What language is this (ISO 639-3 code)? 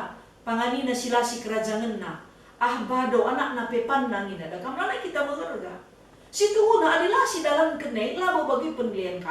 btx